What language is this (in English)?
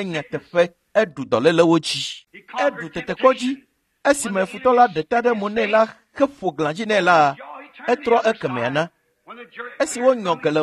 Ewe